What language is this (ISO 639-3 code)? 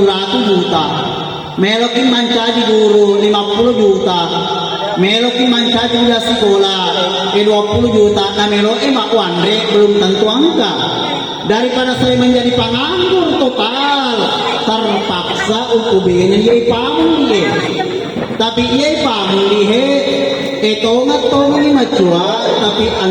bug